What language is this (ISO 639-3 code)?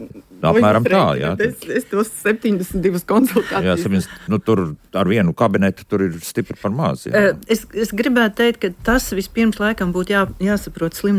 lav